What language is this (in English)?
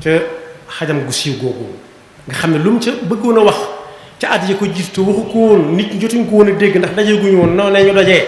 Wolof